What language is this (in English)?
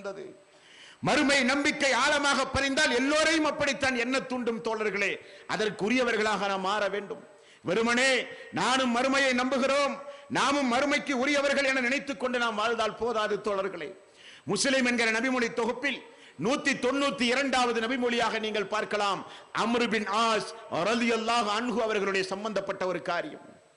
Tamil